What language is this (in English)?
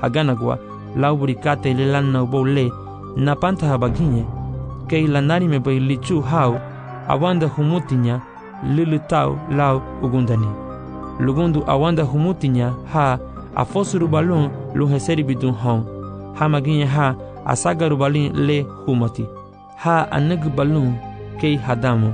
Garifuna